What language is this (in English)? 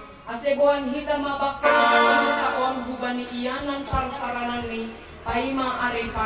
Batak Simalungun